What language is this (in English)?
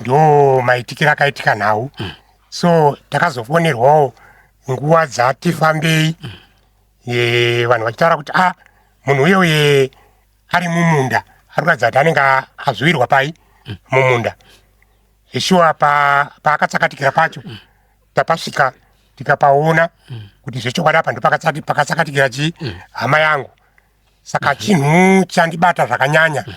Shona